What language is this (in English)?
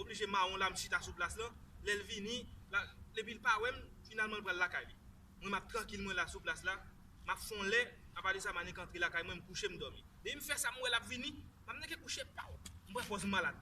Haitian Creole